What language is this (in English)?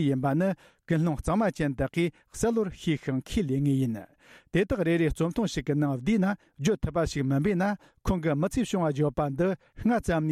Tibetan